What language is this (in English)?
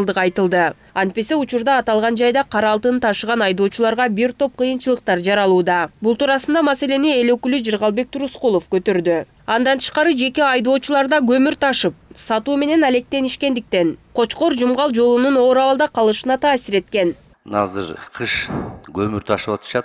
Kyrgyz